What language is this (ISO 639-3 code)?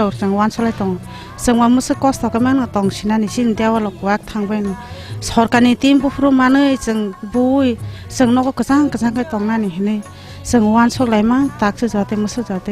trp